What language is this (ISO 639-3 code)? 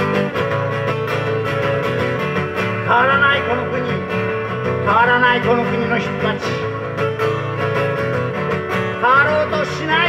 jpn